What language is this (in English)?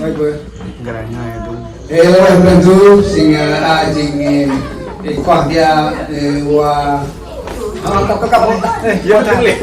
Central Mnong